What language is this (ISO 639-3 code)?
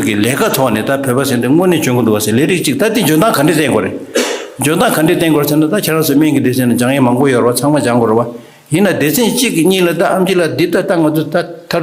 bod